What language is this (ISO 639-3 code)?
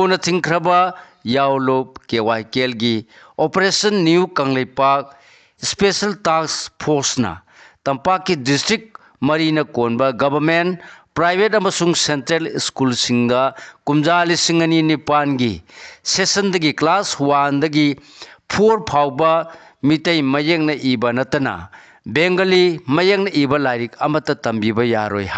mni